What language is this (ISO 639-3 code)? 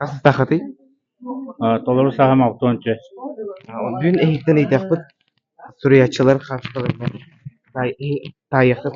sah